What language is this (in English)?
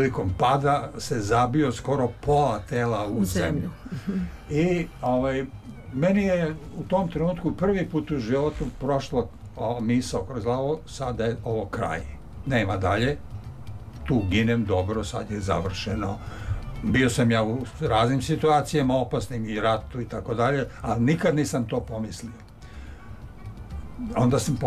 Serbian